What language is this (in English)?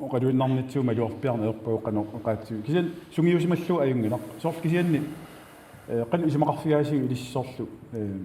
Kalaallisut